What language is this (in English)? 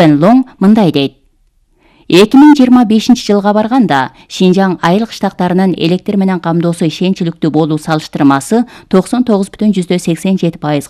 Kyrgyz